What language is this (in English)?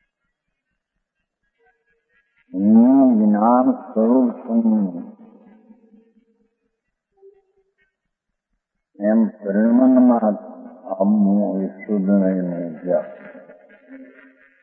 Gujarati